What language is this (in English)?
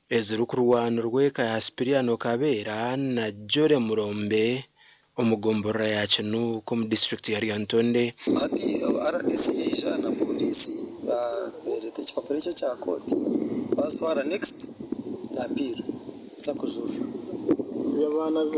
Nyankole